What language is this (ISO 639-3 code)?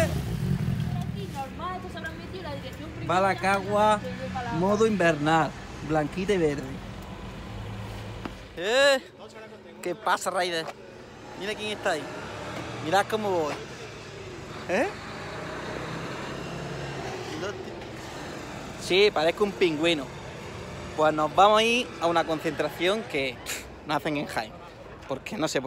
spa